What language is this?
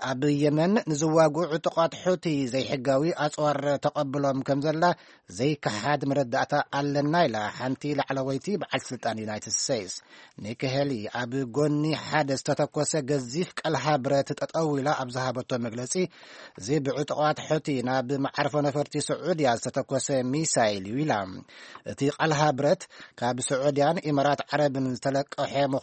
Tigrinya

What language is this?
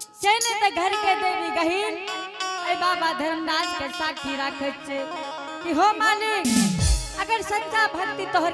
Angika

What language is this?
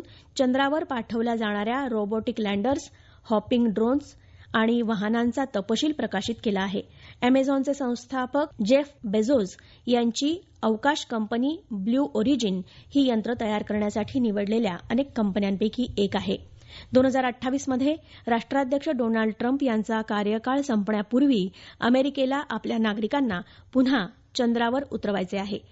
Marathi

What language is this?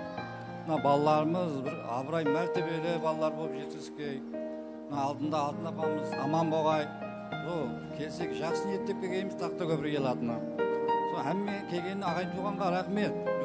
Kara-Kalpak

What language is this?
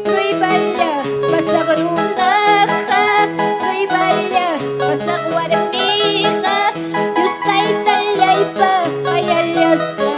Ayacucho Quechua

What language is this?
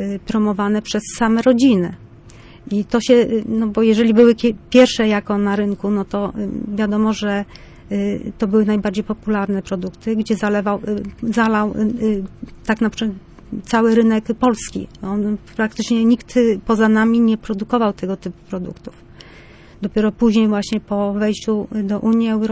Polish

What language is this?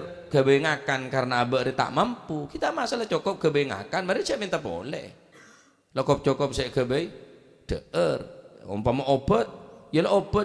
Madurese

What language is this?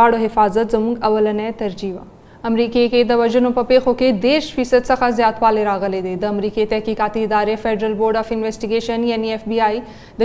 Pashto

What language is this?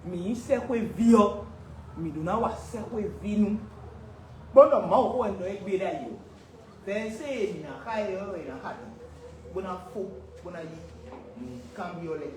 Fon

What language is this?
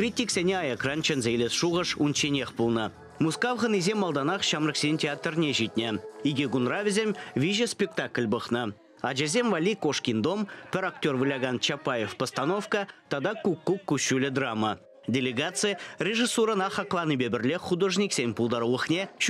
Chuvash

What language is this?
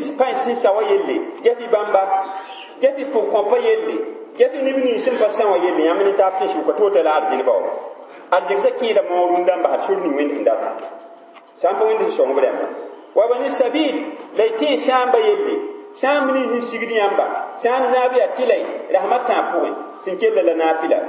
Mossi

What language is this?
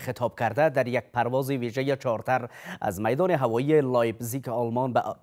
Persian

